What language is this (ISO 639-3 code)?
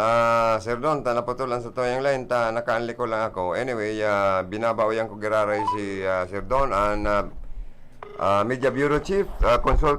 bik